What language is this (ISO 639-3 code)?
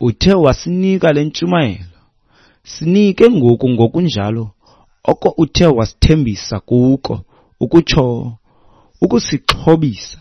xho